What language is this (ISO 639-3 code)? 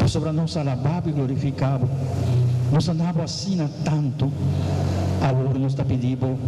pap